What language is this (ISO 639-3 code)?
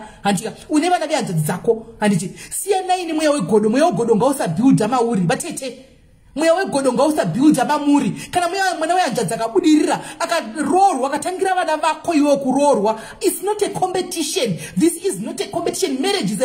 sna